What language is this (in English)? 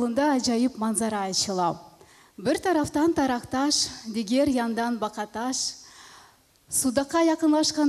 Crimean Tatar